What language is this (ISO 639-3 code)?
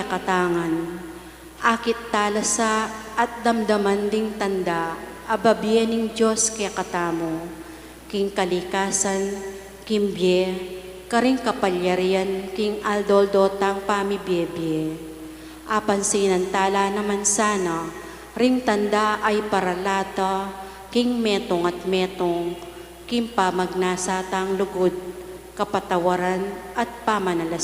pam